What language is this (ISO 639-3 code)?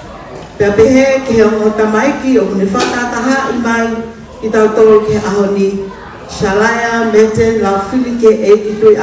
ton